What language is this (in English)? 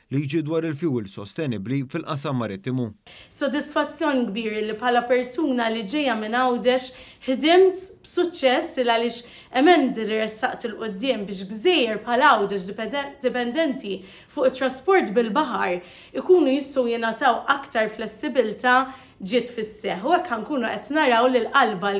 Maltese